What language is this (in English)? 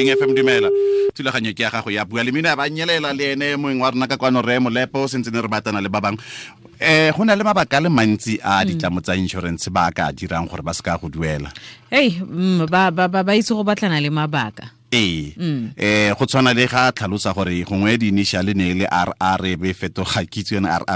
Tswana